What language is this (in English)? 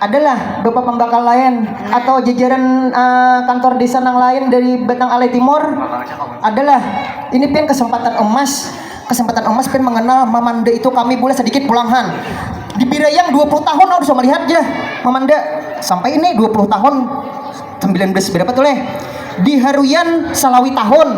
Banjar